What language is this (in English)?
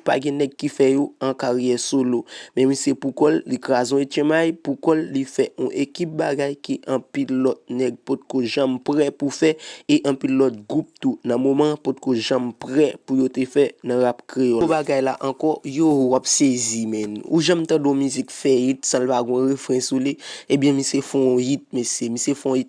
Haitian Creole